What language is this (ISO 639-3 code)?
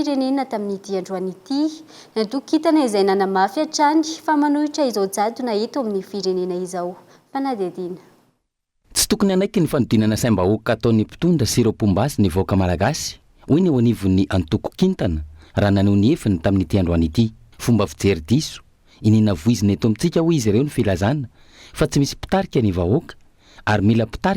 mlg